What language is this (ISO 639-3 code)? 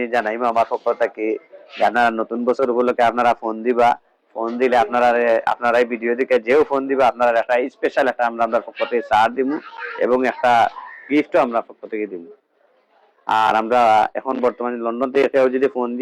syl